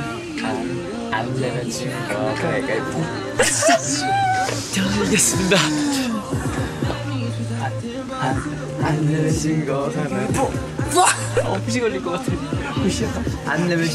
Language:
Korean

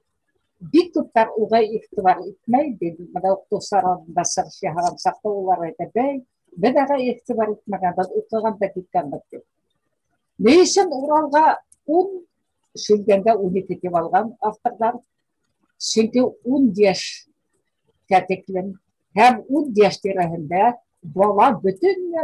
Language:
Bashkir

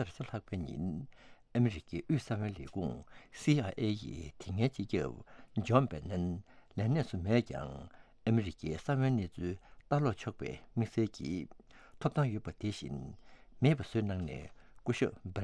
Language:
Tibetan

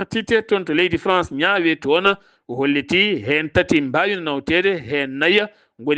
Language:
Fula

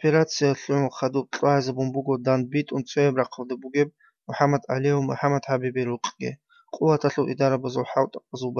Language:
Avaric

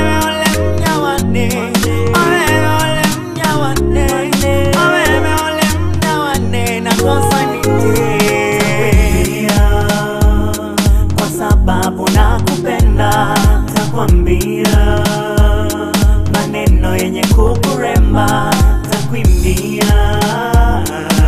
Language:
Swahili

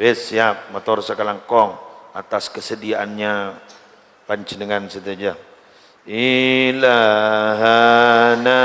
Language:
Madurese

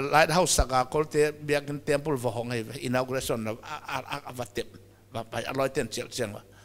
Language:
Paite Chin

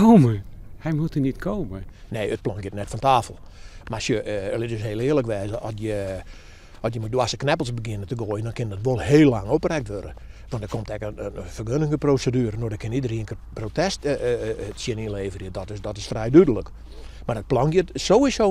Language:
Western Frisian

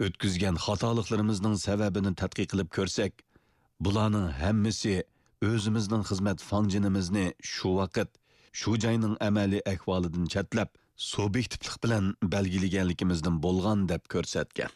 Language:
Uyghur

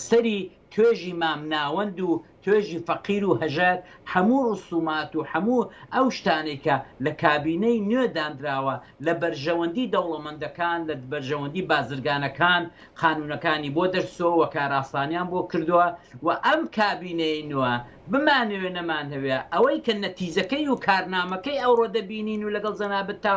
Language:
Central Kurdish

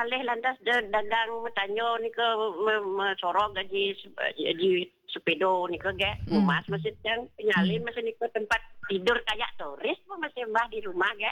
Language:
Balinese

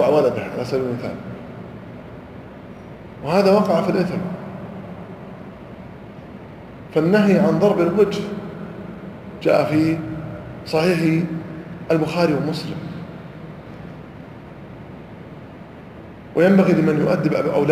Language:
Arabic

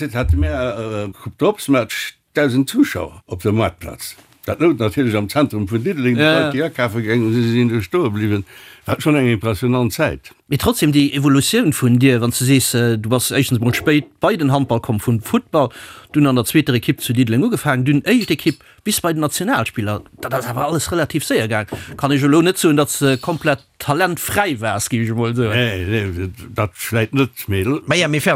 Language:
Luxembourgish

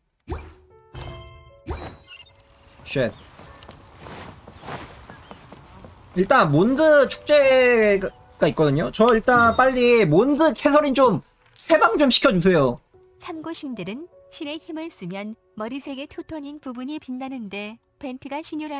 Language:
Korean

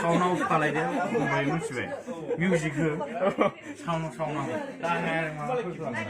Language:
Bodo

